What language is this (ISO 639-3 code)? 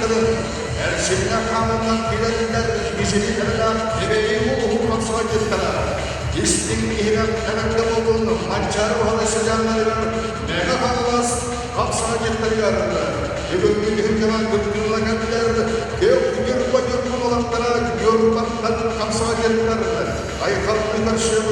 sah